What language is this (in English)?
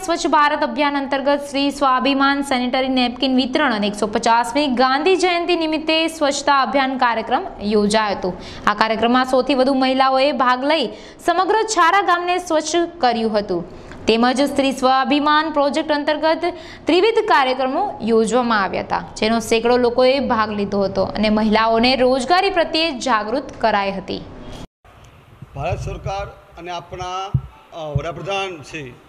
Gujarati